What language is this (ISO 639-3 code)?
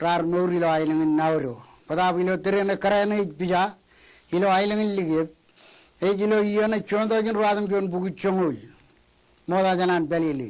mah